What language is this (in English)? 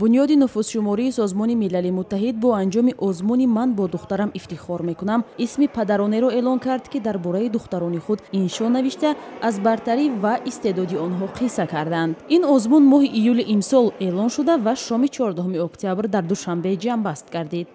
Tajik